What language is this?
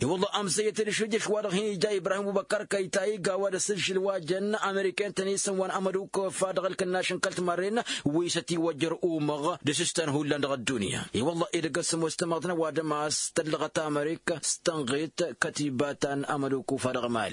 Tamasheq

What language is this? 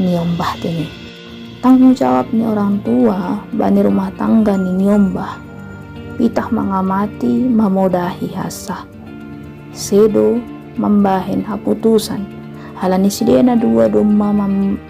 Batak Simalungun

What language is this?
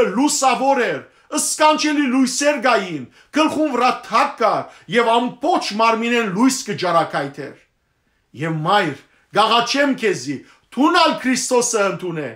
Western Armenian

